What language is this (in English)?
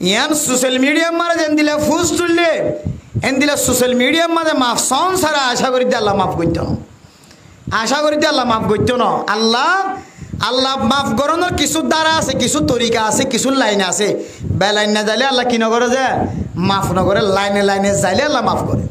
Rohingya